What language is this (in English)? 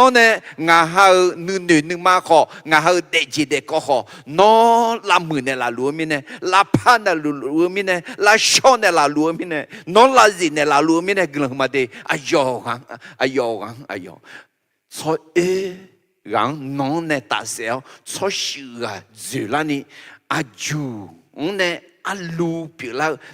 Akha